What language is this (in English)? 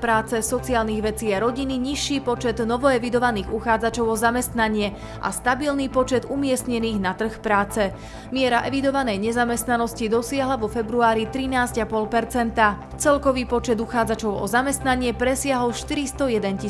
Slovak